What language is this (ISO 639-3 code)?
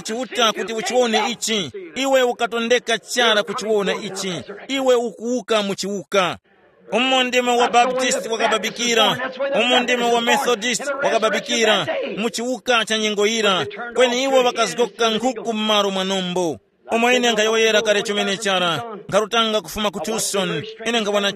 tum